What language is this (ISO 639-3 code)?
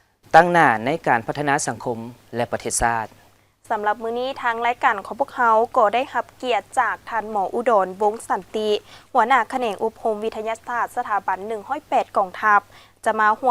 lao